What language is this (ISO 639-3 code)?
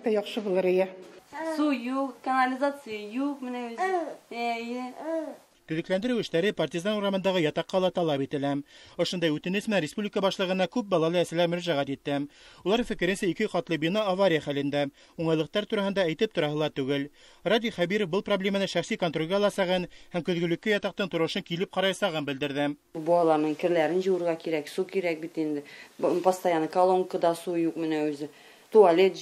bak